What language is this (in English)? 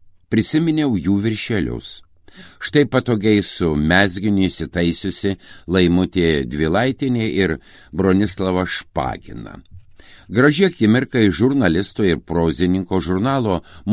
Lithuanian